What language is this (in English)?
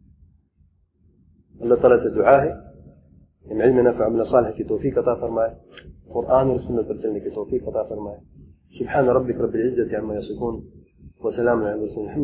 Urdu